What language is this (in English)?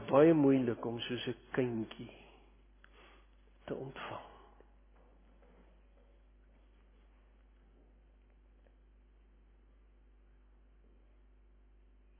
Afrikaans